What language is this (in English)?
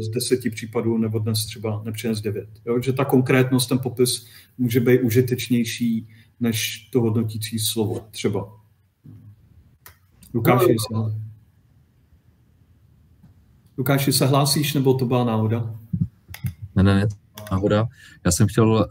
Czech